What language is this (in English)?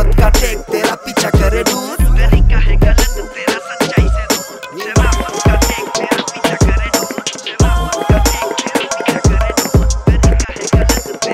Hindi